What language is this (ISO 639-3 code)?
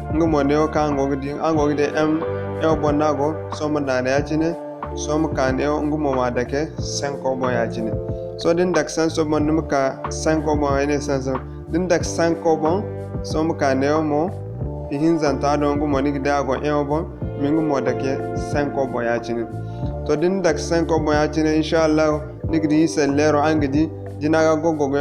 dje